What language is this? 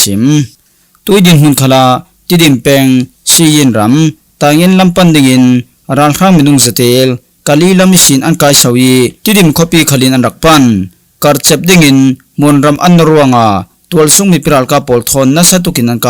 Falam Chin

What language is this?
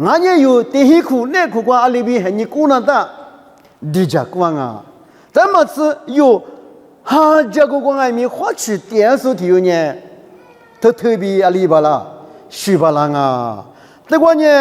Lisu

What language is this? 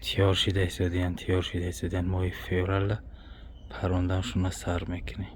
Tajik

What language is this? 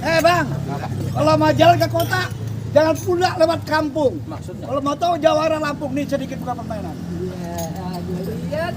Betawi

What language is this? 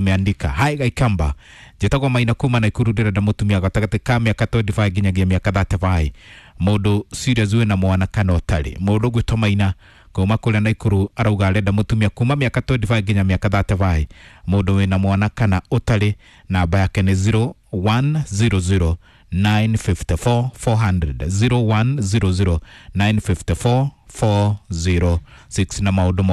Kikuyu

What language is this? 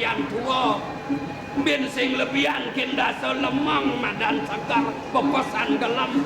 Balinese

